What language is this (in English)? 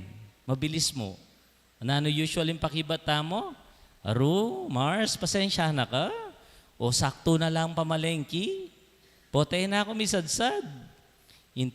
Pampanga